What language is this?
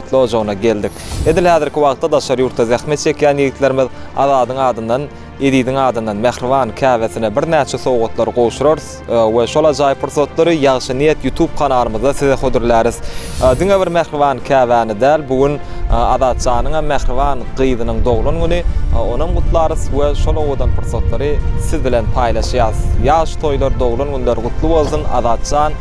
Turkmen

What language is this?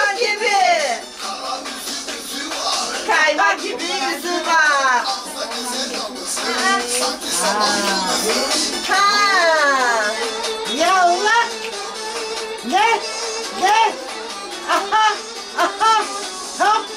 Turkish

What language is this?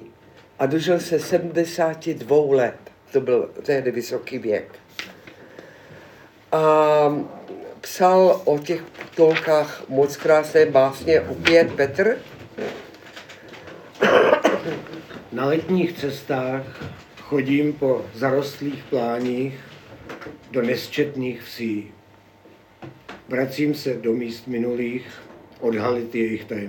Czech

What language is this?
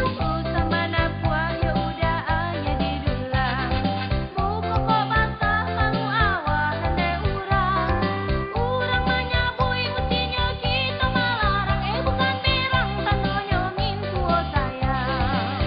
Minangkabau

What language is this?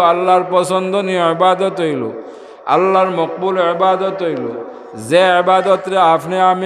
Sylheti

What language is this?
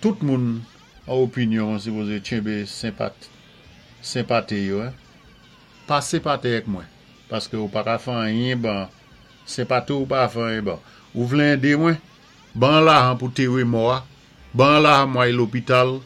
Saint Lucian Creole French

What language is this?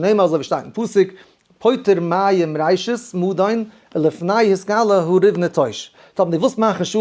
Yiddish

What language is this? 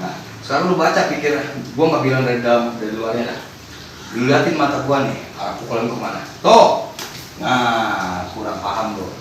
Betawi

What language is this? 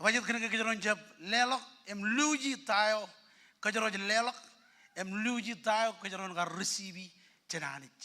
Marshallese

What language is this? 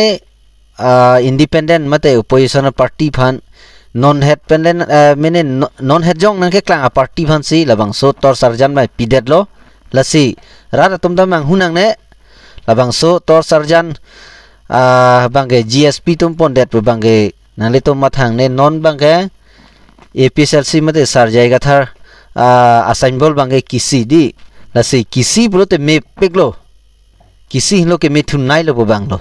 Karbi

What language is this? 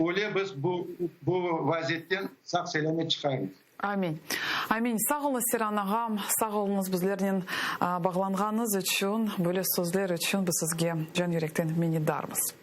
Crimean Tatar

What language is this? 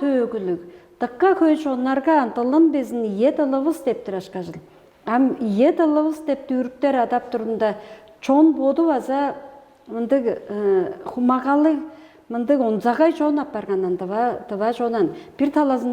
Tuvinian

